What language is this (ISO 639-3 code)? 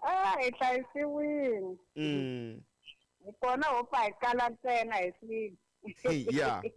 tso